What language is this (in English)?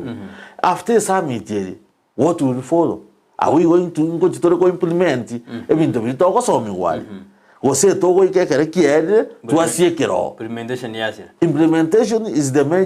Gusii